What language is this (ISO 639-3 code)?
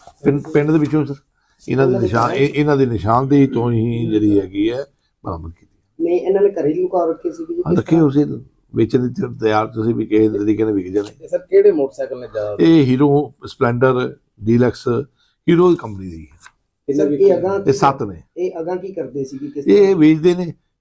pan